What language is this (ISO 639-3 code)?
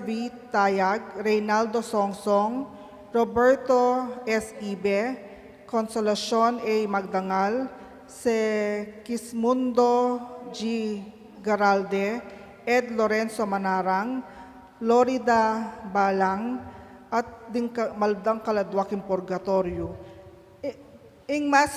pam